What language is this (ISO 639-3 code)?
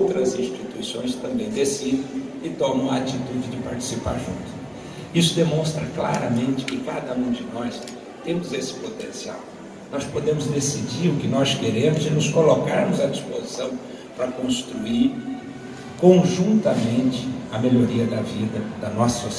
por